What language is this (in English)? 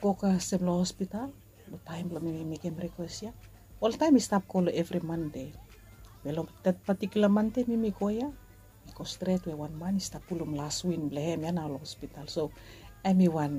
Bislama